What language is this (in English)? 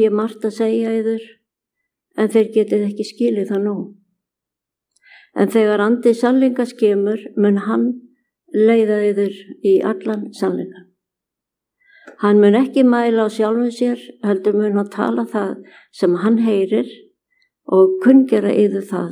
Icelandic